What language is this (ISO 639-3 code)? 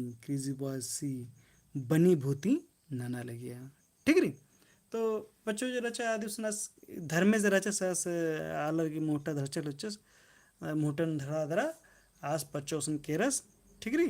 kru